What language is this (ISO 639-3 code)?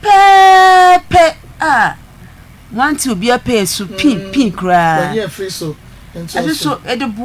aka